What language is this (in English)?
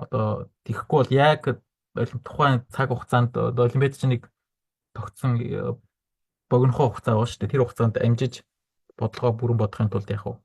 Mongolian